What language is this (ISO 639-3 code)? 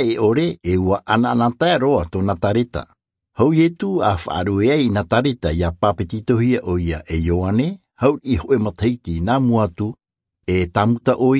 tah